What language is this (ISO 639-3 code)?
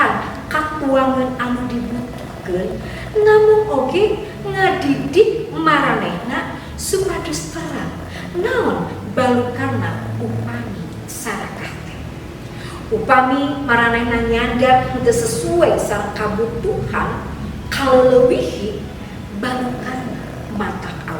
sun